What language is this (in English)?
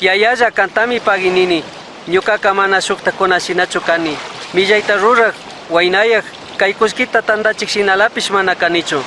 Chimborazo Highland Quichua